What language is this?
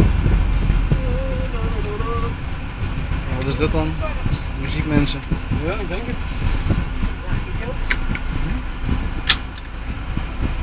Dutch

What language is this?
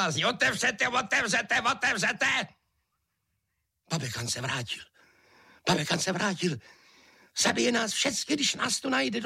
Czech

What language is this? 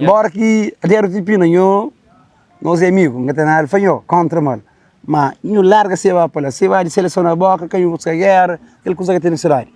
Kabuverdianu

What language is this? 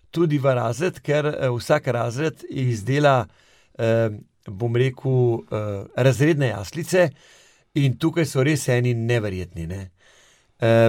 Slovenian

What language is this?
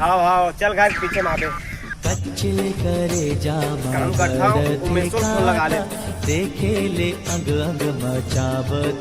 Chhattisgarhi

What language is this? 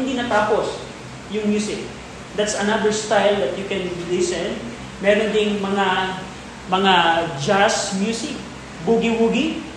Filipino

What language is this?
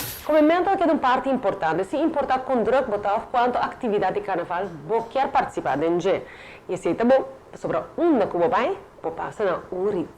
Papiamento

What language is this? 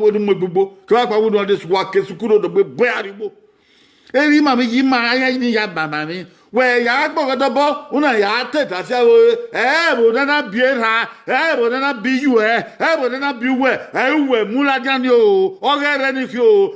Bini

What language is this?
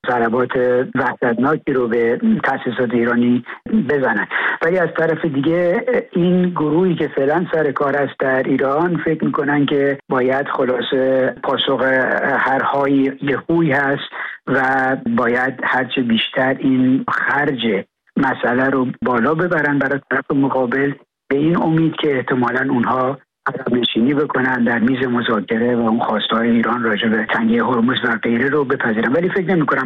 Persian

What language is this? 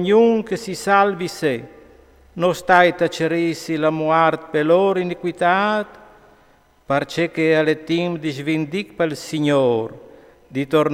Friulian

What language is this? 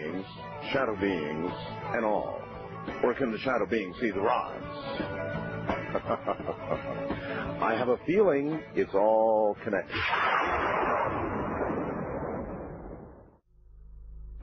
English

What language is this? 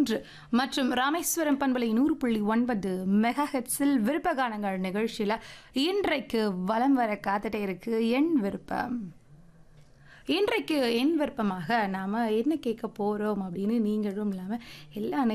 Tamil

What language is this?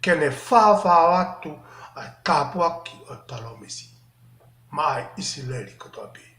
Tongan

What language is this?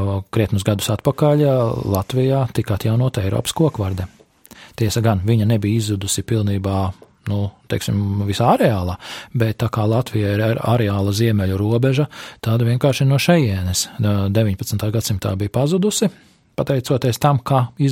Latvian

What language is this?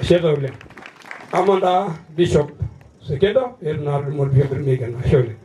Masai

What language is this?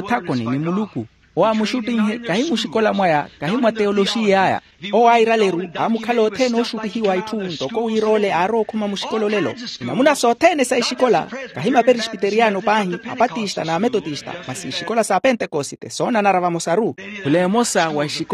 Makhuwa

